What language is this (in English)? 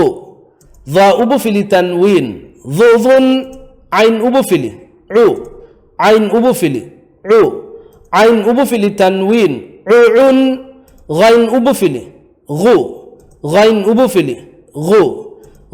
Divehi